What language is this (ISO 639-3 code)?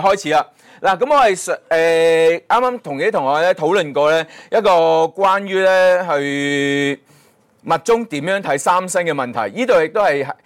yue